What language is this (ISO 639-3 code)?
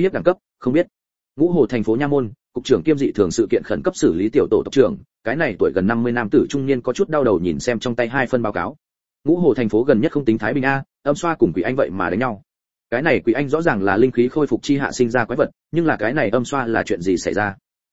vie